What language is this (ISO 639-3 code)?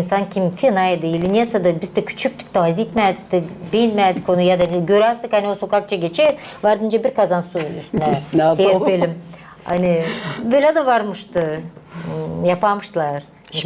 gag